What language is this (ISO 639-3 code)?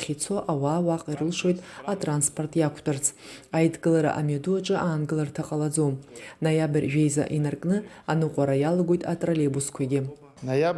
abk